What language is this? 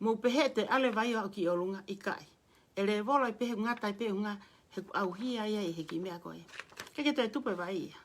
Tongan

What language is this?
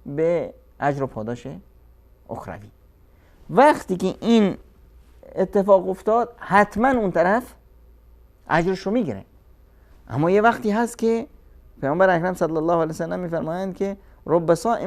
Persian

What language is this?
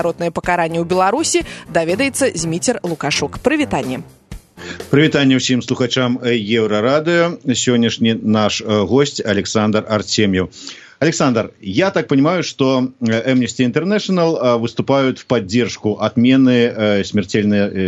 Belarusian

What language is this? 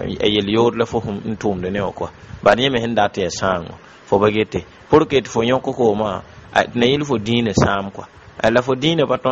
Mossi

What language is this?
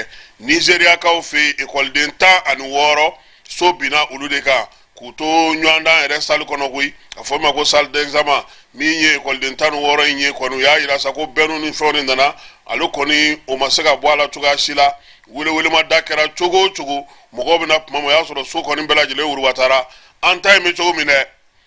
Bambara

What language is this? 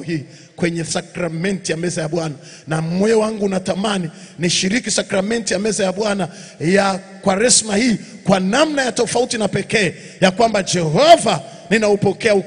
Swahili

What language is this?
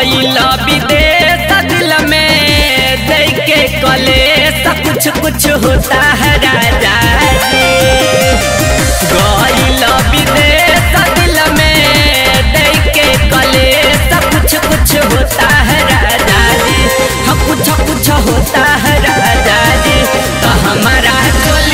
Bhojpuri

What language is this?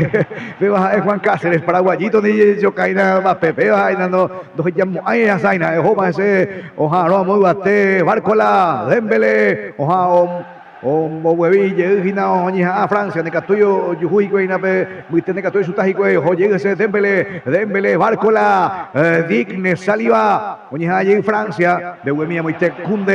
Guarani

